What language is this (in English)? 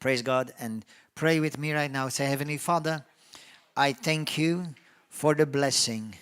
English